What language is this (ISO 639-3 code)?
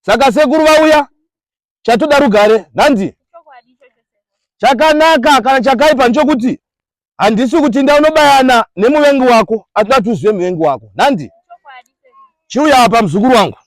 sna